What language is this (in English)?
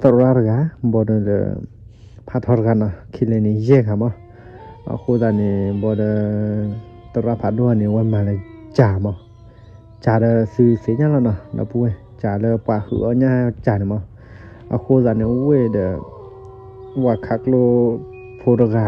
S'gaw Karen